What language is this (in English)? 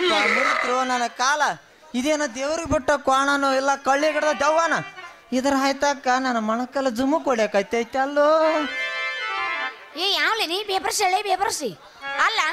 Kannada